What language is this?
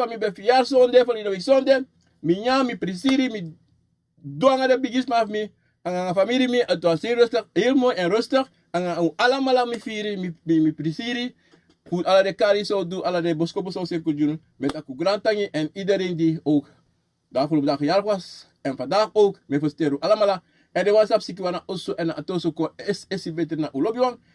Sranan Tongo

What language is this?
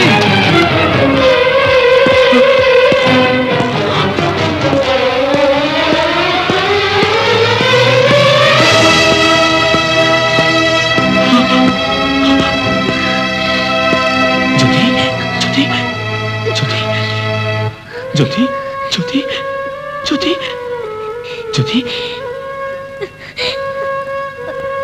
Telugu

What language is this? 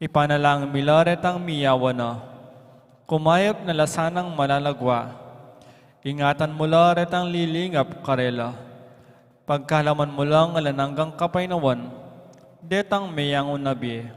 Pampanga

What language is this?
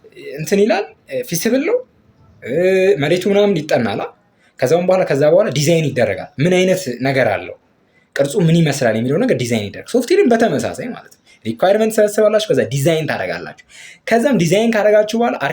Amharic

